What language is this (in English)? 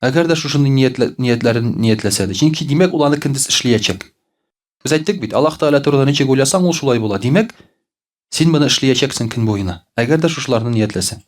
Tatar